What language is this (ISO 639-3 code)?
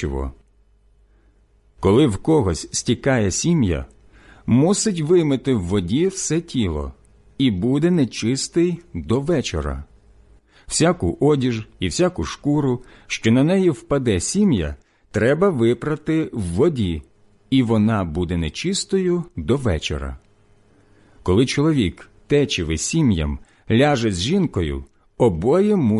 ukr